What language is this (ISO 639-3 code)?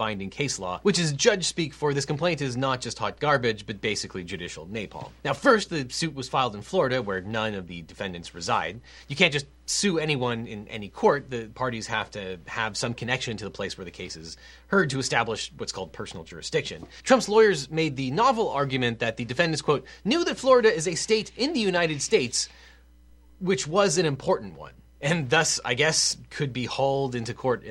eng